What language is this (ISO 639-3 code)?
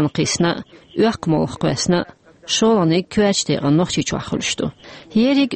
che